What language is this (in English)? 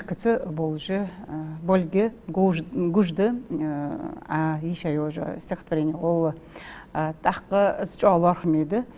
Ingush